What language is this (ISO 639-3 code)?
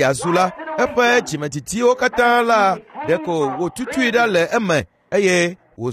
ewe